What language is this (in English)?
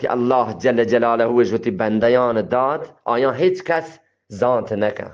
Eastern Balochi